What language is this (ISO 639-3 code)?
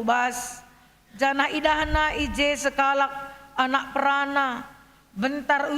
btx